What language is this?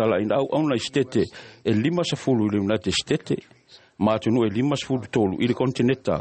Samoan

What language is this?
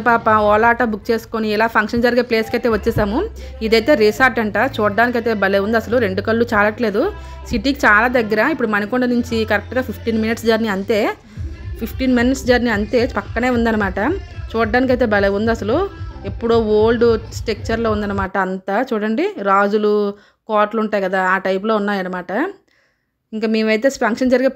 Telugu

